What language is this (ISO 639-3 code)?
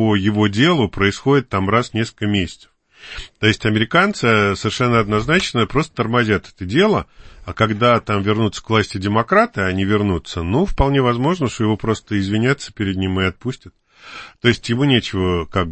rus